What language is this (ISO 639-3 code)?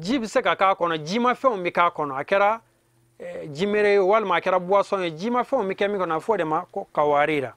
bam